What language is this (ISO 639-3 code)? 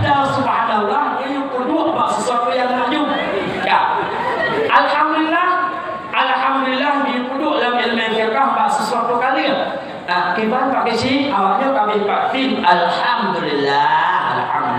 ace